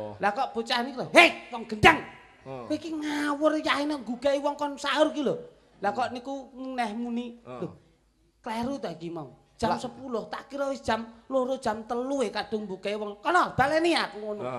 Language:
Javanese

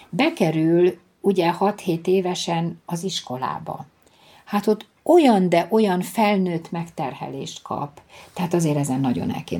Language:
Hungarian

